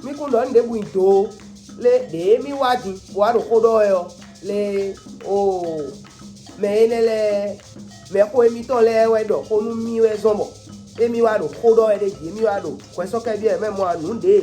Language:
Fon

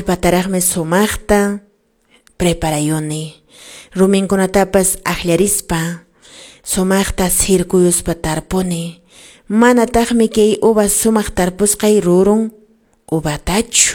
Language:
Quechua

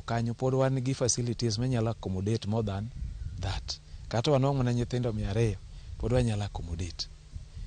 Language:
Luo (Kenya and Tanzania)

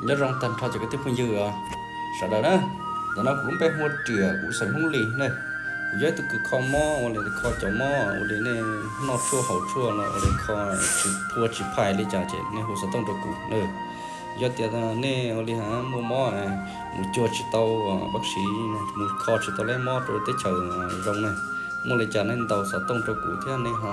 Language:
Hmong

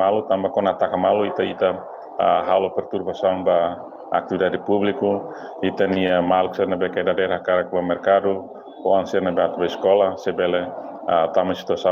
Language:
Tetum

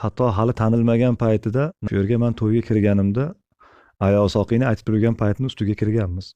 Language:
Uzbek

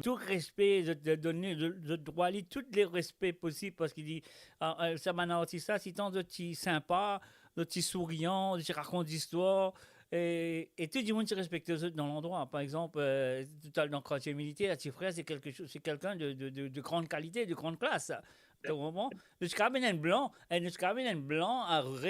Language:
Morisyen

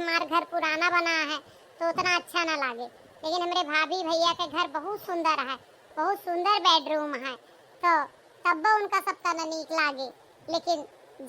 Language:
Awadhi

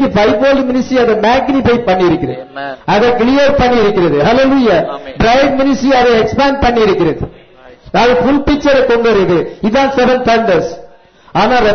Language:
Tamil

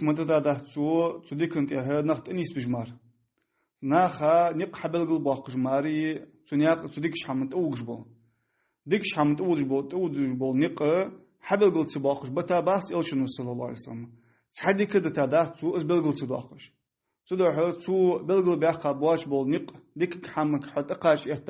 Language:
Ingush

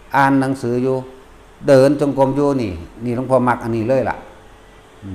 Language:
Northeastern Thai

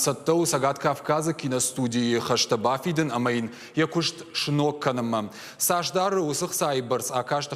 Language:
Ossetic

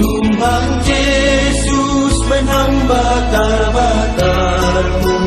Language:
Batak Simalungun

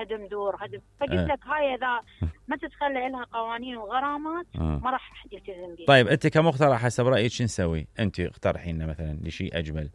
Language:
Mesopotamian Arabic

